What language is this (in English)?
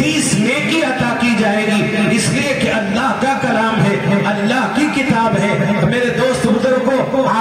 Urdu